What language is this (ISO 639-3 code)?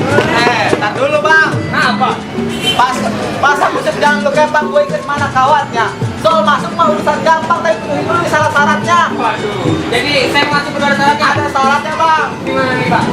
bew